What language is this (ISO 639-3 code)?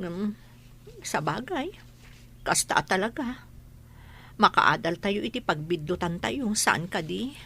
ilo